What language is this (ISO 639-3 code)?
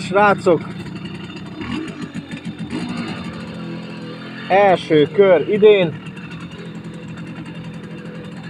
hun